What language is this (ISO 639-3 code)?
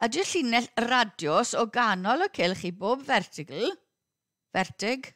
cym